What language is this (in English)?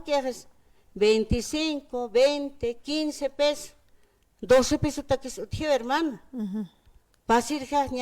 Aymara